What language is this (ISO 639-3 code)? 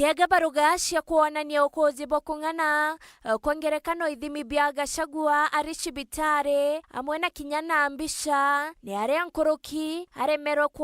mer